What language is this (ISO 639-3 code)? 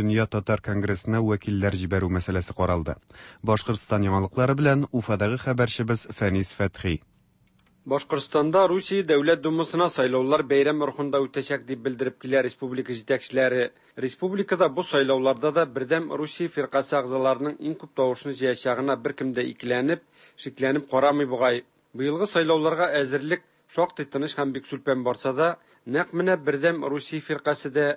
tat